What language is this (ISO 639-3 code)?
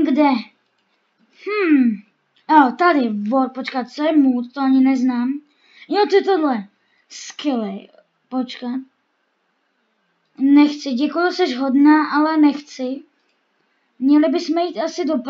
ces